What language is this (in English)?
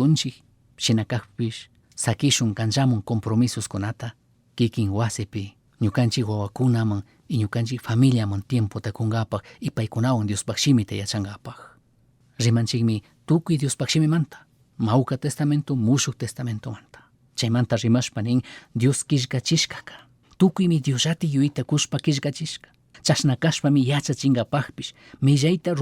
Chimborazo Highland Quichua